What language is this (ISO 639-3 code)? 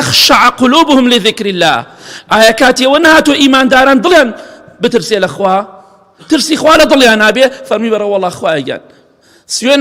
ckb